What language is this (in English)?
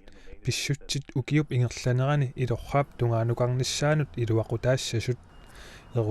Kalaallisut